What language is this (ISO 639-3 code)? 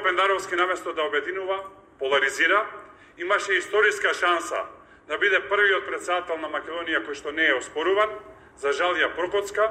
mkd